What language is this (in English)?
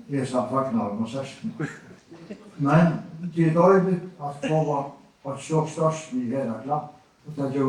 Faroese